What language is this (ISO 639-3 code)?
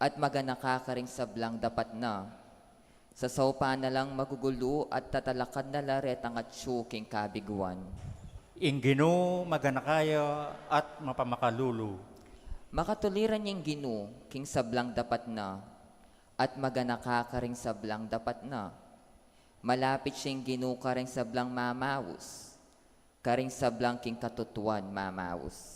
pam